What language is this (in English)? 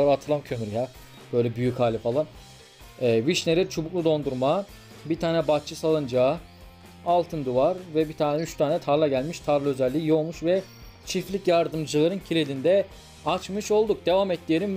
Turkish